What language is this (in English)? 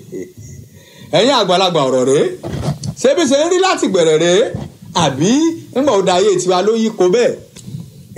Yoruba